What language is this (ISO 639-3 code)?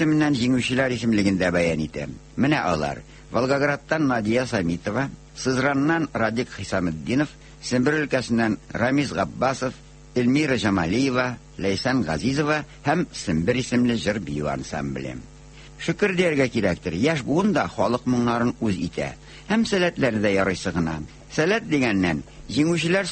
tat